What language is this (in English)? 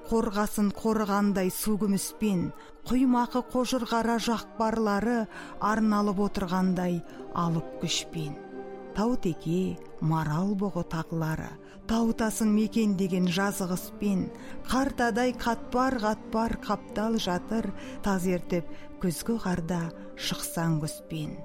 Kazakh